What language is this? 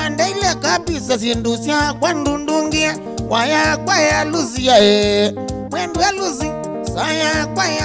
Kamba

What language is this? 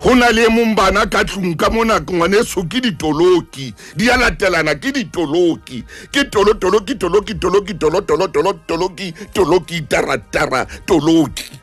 Southern Sotho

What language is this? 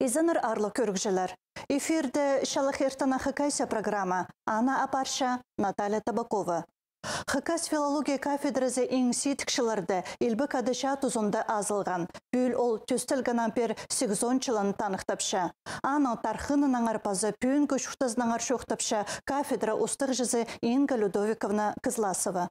Khakas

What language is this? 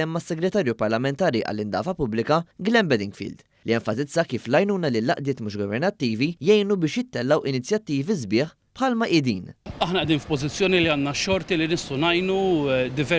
Maltese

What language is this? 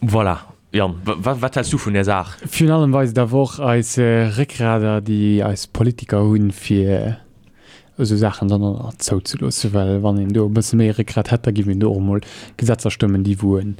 Luxembourgish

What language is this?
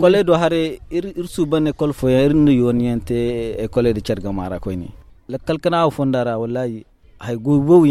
Zarma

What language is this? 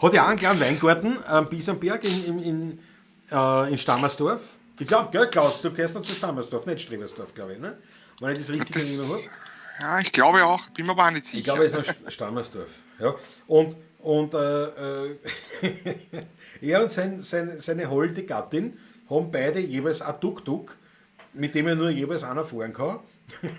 Bavarian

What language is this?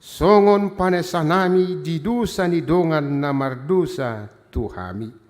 Batak Toba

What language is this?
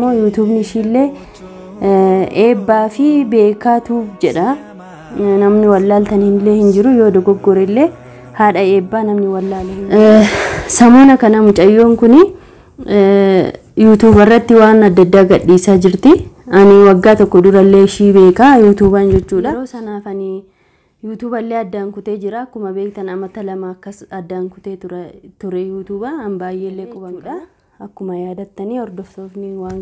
Oromo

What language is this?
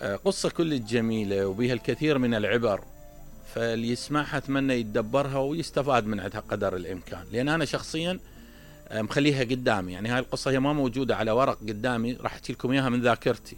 Mesopotamian Arabic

